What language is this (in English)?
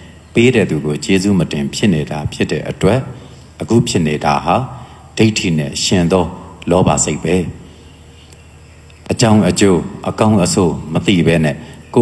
Burmese